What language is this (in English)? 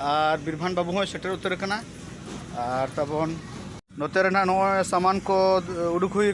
Santali